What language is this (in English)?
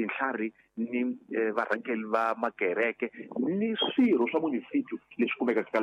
Tsonga